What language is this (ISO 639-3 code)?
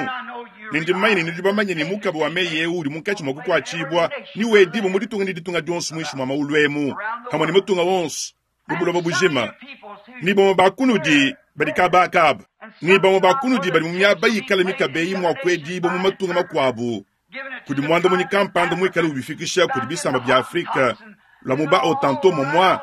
lua